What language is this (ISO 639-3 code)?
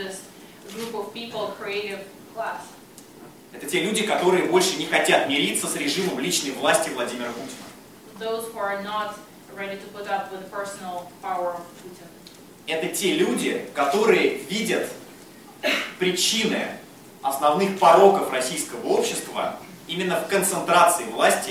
rus